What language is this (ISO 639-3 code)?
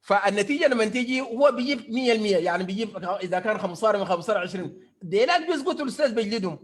apd